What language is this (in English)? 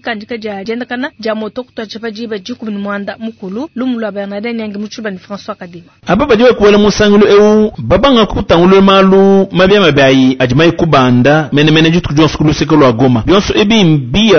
Luba-Lulua